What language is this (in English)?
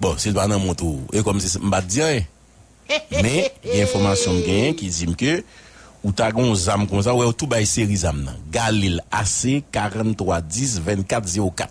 Haitian Creole